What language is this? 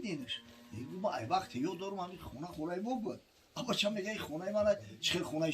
Tajik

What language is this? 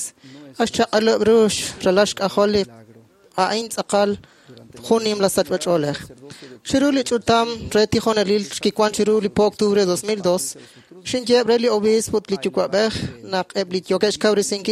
Kekchí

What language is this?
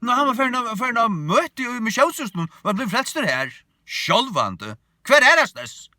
Faroese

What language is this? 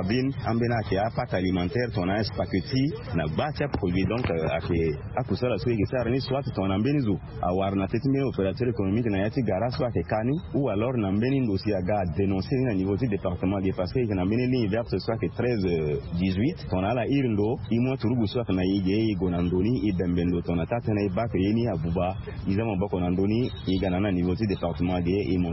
Sango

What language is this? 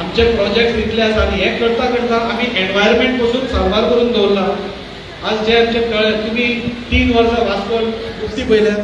Konkani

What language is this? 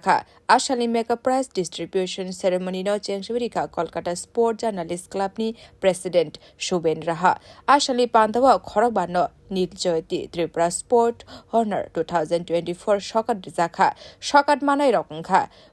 Kok Borok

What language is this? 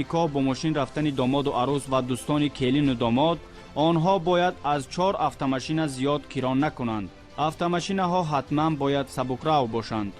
Tajik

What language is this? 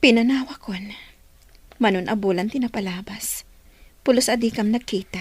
Iloko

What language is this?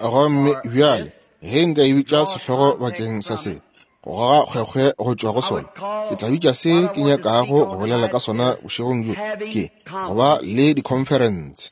Northern Sotho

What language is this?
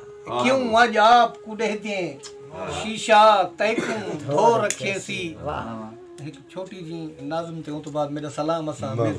Saraiki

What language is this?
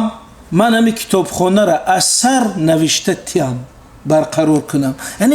Tajik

